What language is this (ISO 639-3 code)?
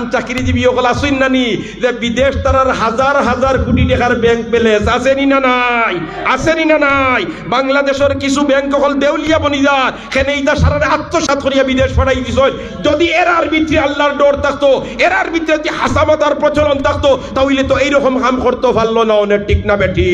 syl